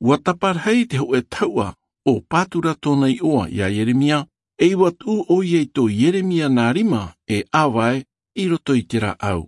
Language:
Tahitian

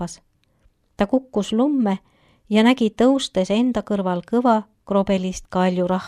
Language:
Estonian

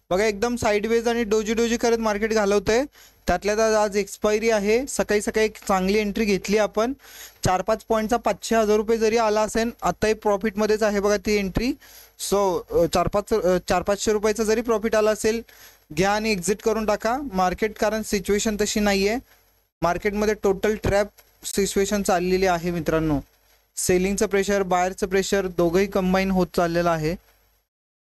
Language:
Marathi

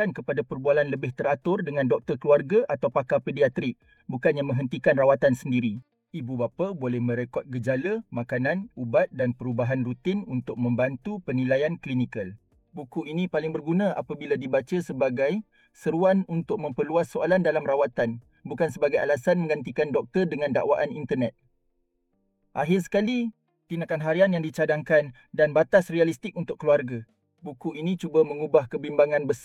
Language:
Malay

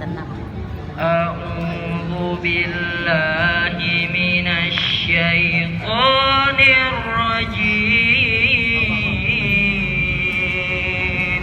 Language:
Betawi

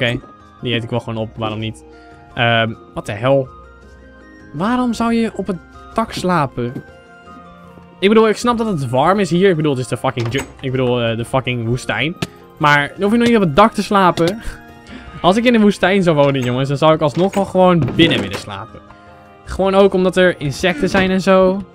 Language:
Dutch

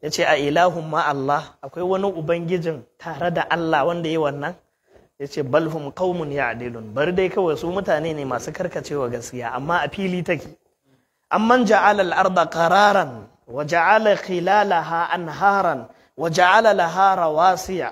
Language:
Hausa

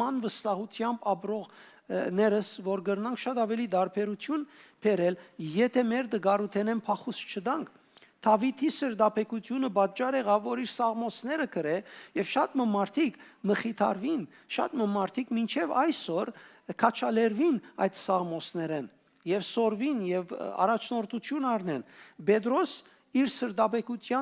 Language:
Western Armenian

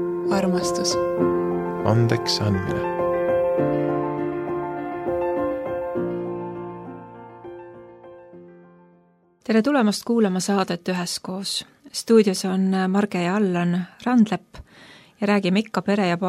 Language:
Estonian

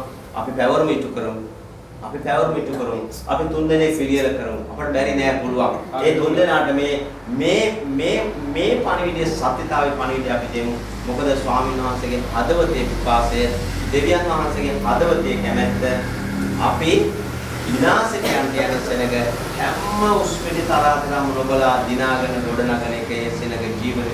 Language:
Sinhala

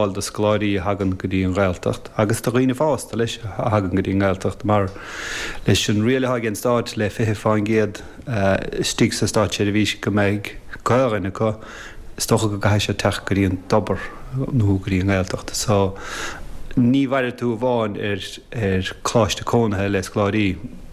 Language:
Irish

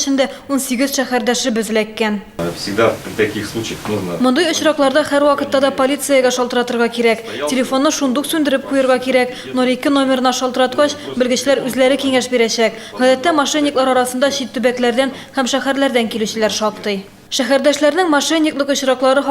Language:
Tatar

